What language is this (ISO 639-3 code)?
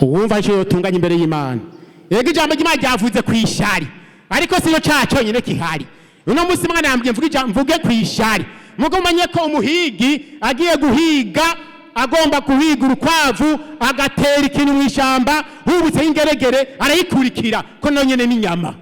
run